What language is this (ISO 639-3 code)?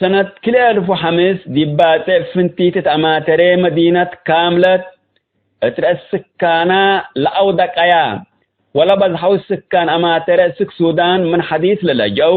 tig